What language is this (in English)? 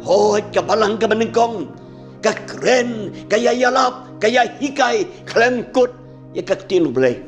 Khasi